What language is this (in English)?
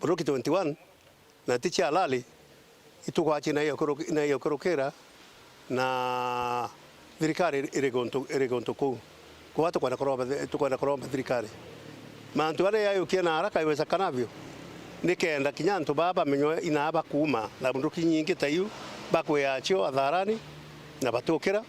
Meru